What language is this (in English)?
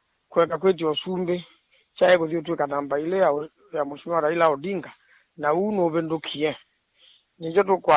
Kamba